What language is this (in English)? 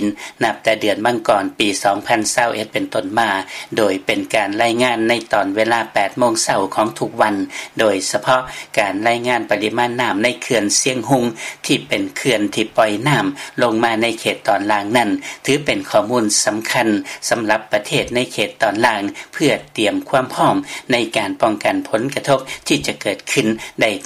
Lao